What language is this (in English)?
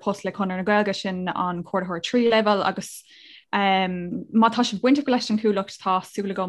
Irish